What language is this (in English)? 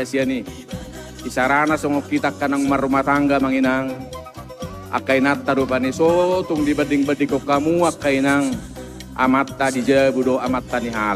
Batak Toba